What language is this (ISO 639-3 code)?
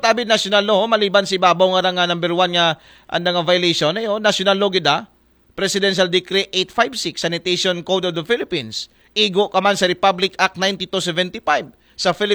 akl